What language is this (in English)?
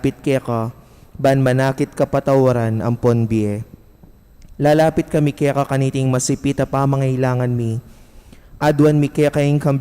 Pampanga